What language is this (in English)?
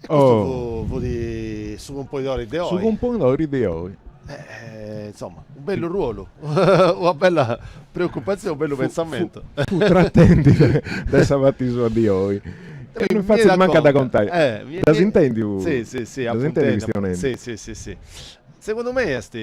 Sardinian